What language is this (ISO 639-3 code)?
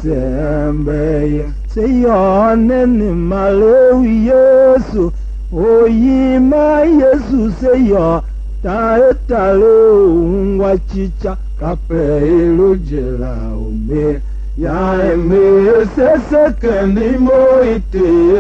tiv